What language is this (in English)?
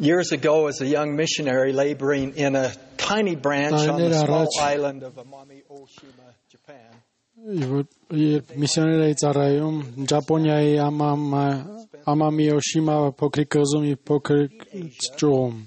Armenian